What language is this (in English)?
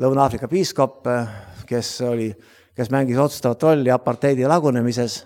Estonian